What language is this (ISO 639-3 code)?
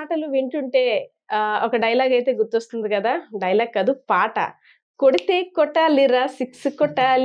tel